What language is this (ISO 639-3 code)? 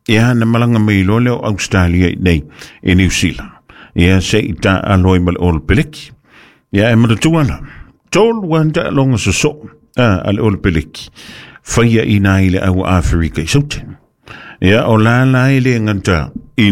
smo